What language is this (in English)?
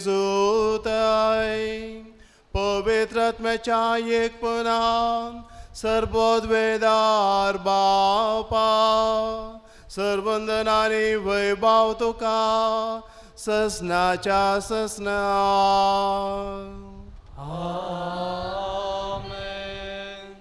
Konkani